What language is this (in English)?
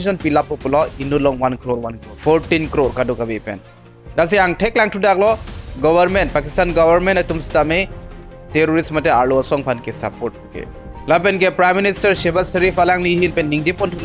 Karbi